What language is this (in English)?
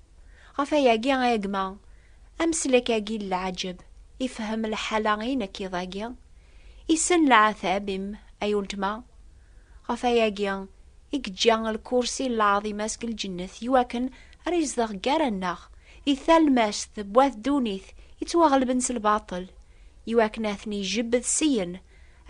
Kabyle